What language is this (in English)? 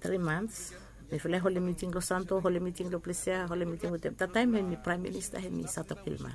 Bislama